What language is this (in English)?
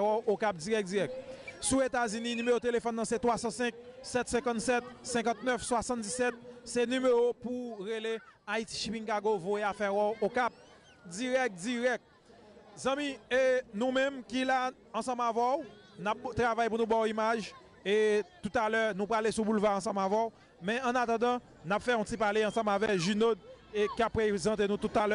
Haitian Creole